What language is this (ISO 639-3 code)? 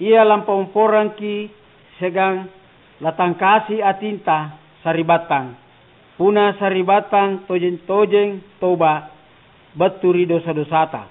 mak